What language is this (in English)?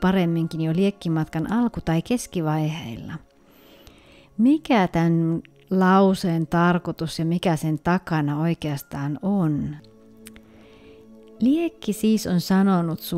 Finnish